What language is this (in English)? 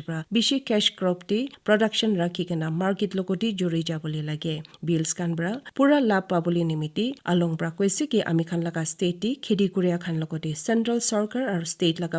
Naga Pidgin